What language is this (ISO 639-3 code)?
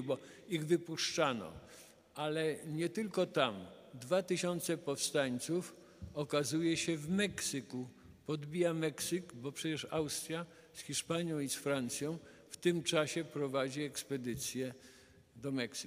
pol